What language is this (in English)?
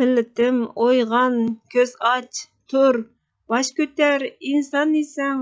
Uyghur